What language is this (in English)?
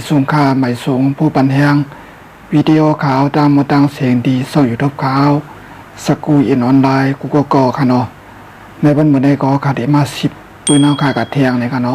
Shan